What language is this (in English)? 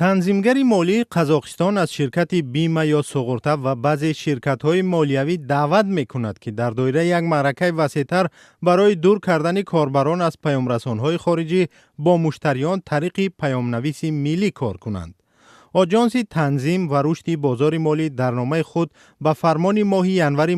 Tajik